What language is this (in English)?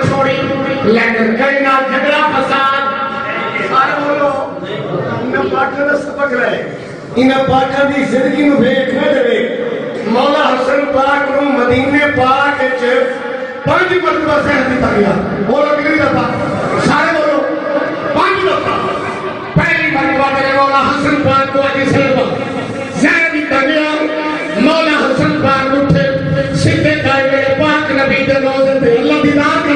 Saraiki